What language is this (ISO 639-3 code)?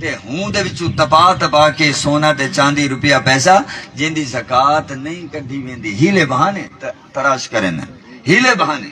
skr